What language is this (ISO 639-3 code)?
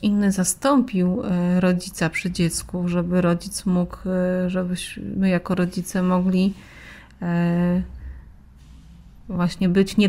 pol